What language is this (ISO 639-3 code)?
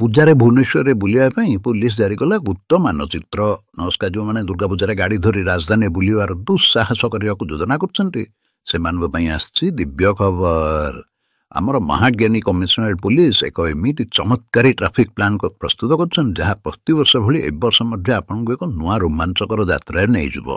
ori